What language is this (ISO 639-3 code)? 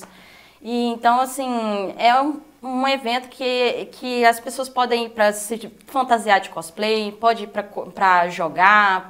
por